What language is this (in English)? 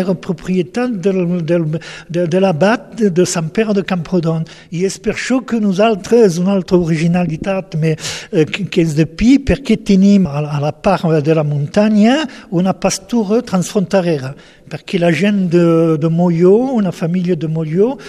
Catalan